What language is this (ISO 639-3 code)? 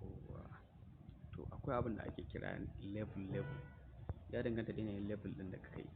hau